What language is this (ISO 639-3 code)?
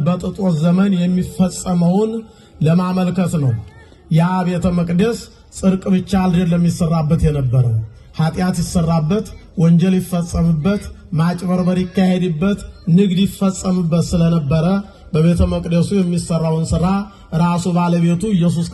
amh